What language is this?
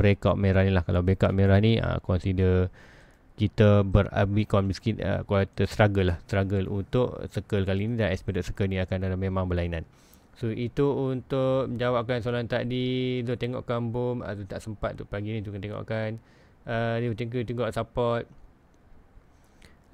Malay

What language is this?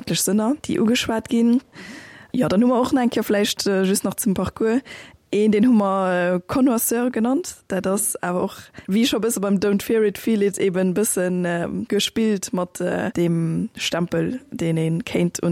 Luxembourgish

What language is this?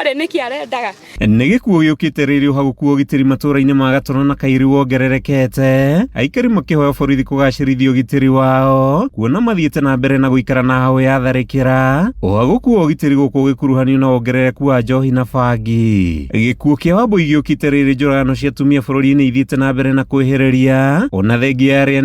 Kikuyu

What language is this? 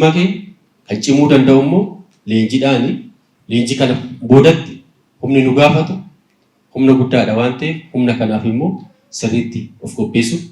Oromo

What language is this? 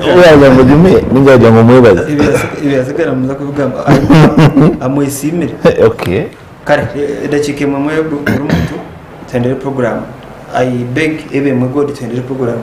Nyankole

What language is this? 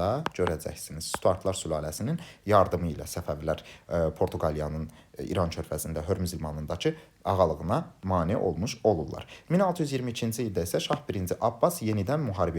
Azerbaijani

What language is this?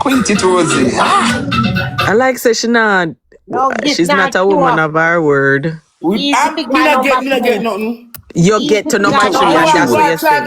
Jamaican Creole English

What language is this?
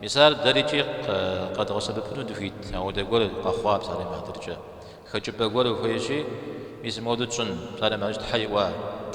Kabardian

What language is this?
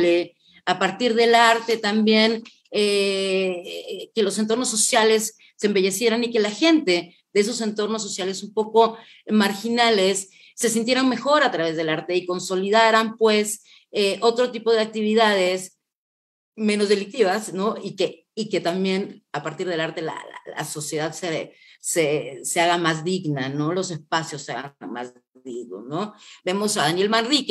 Spanish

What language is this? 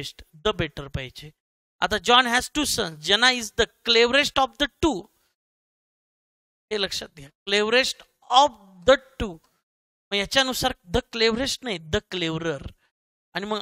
Marathi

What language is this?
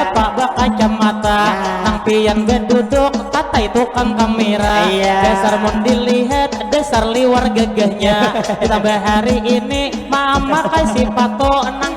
Banjar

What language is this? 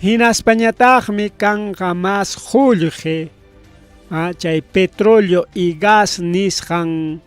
Ayacucho Quechua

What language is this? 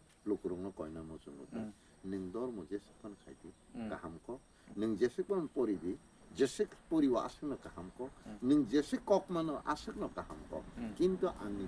Kok Borok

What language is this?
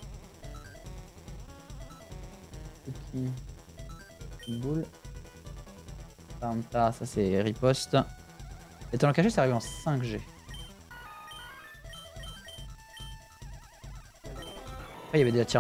French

